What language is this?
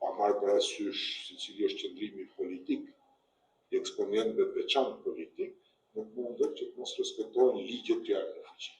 Albanian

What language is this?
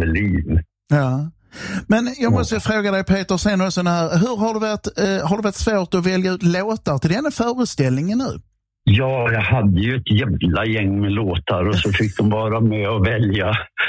Swedish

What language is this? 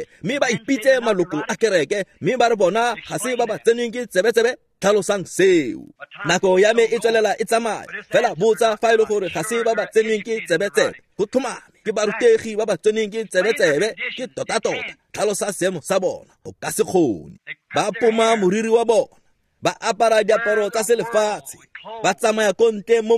Tswana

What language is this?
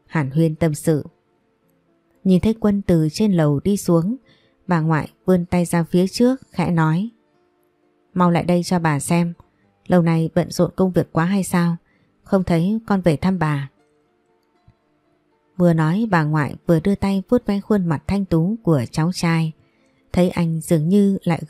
Vietnamese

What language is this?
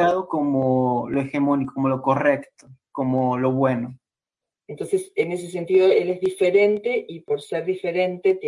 Spanish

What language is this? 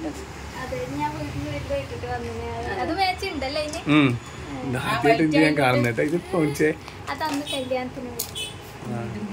Malayalam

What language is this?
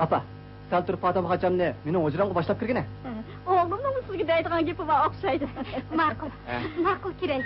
Uyghur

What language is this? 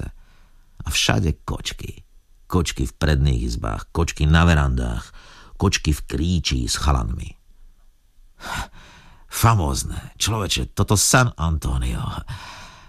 Slovak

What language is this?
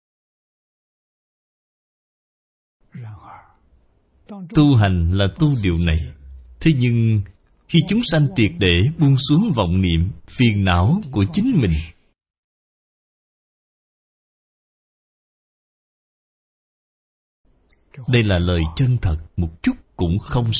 Vietnamese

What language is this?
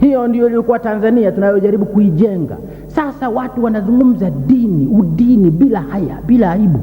Swahili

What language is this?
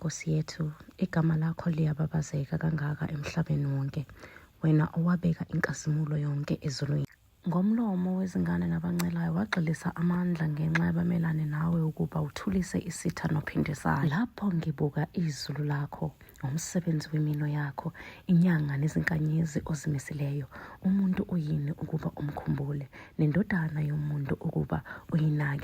Zulu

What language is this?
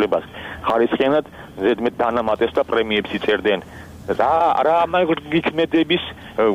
Georgian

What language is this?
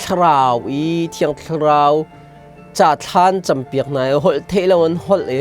Hakha Chin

